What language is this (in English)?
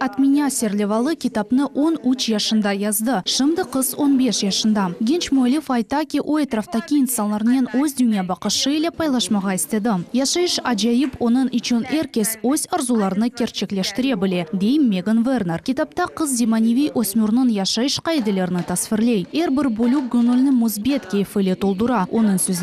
Crimean Tatar